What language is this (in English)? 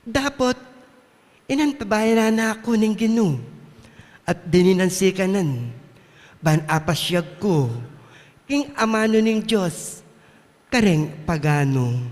Pampanga